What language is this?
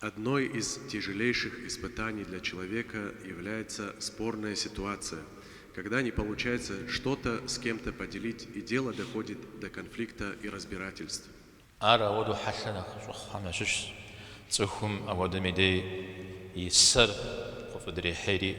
Kabardian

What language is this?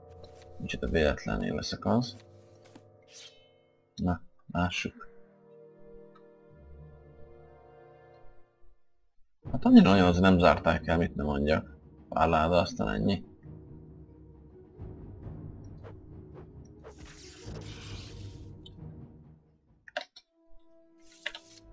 Hungarian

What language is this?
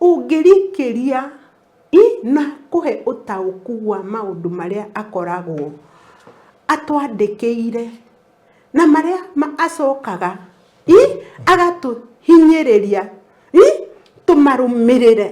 Kikuyu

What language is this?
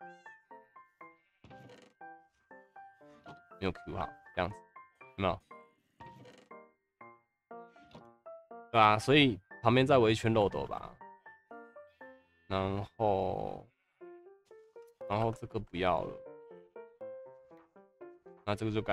Chinese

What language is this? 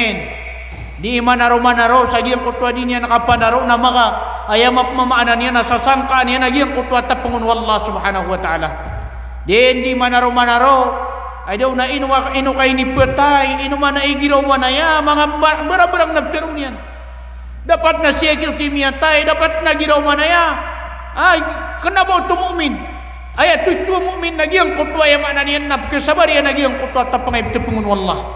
Maranao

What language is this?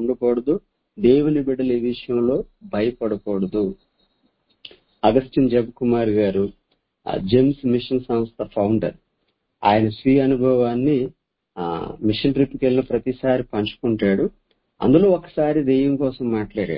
Telugu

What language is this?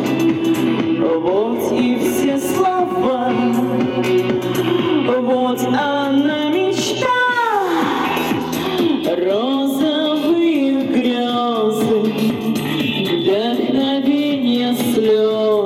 Russian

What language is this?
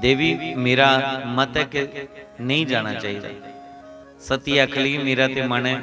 Dogri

